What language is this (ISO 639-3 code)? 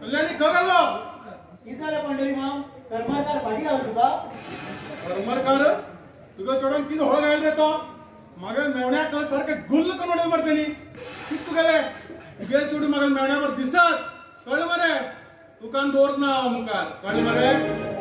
kok